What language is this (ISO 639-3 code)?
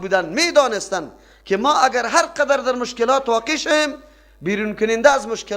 fas